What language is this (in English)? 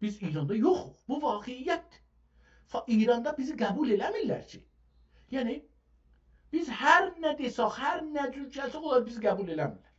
South Azerbaijani